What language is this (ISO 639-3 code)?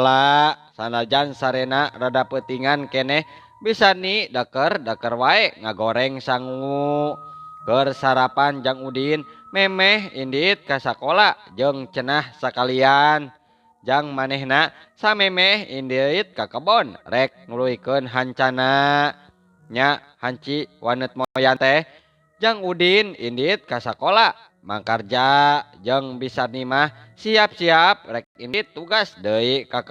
sun